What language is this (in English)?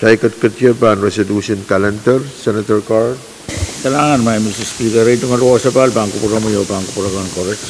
Pohnpeian